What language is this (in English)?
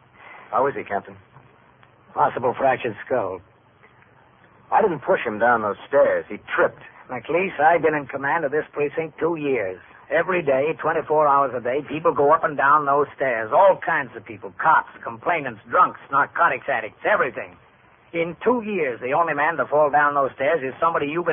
English